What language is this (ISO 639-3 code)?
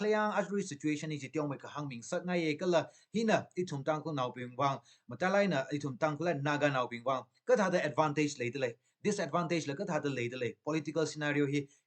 nmf